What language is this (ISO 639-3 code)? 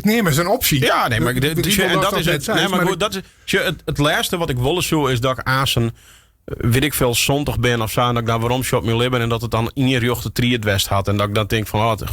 fry